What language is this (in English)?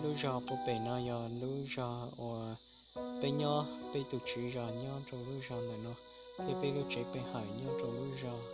Hmong